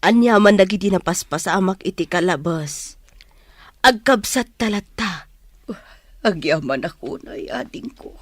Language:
Iloko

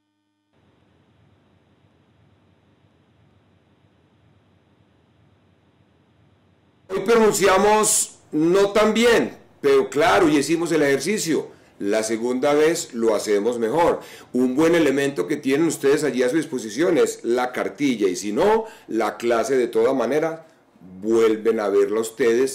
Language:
Spanish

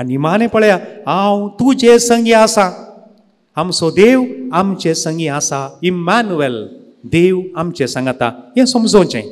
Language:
Konkani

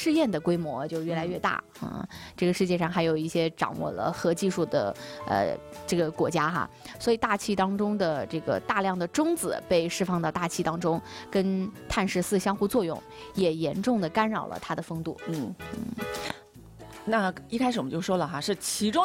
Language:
Chinese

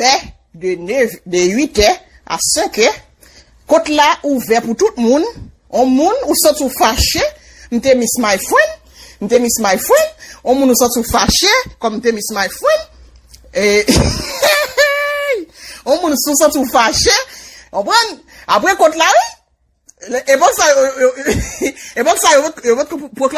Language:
Haitian Creole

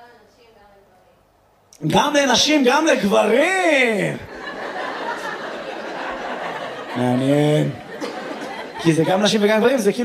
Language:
Hebrew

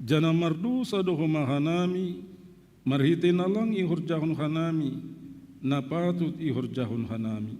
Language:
Batak Simalungun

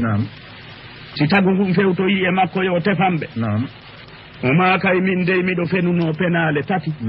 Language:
Fula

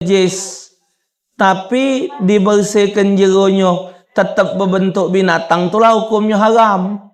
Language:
Musi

